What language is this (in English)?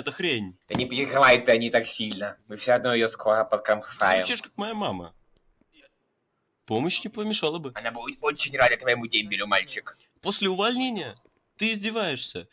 Russian